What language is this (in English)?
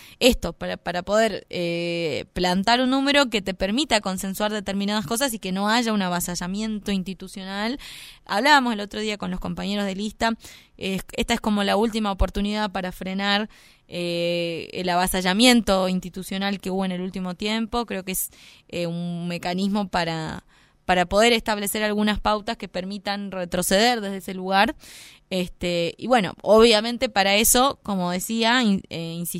Spanish